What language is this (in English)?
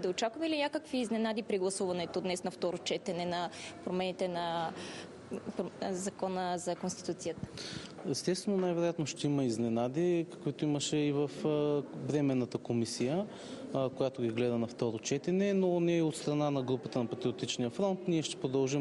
Bulgarian